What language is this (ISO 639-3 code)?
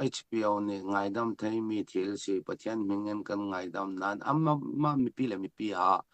cfm